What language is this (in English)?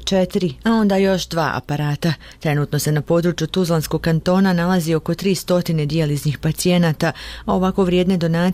Bosnian